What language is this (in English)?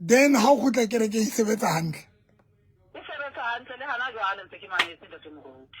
Southern Sotho